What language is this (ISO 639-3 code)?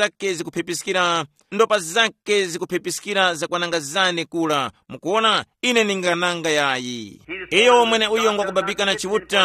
tum